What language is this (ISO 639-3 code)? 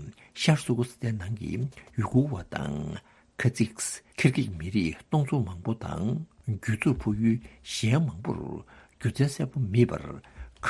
bod